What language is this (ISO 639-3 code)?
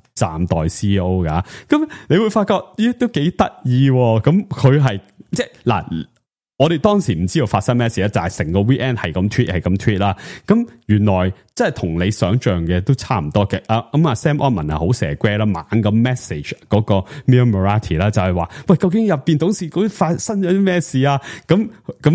yue